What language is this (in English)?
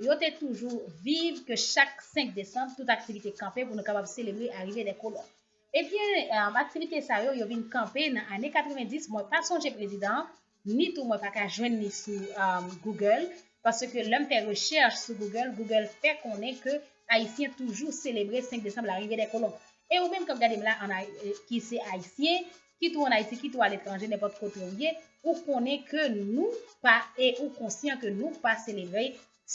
Haitian Creole